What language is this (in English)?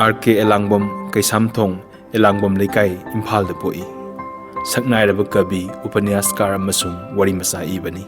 Manipuri